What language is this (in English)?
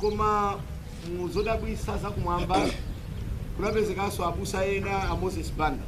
Nyanja